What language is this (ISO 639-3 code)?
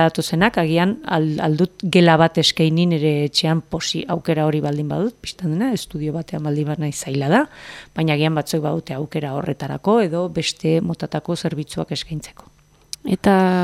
eus